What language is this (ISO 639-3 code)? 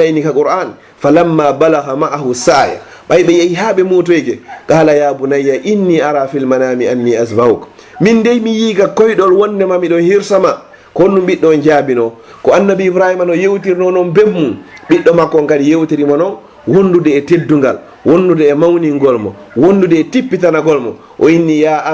ful